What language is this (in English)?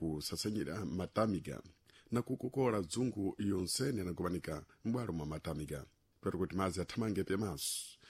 Sena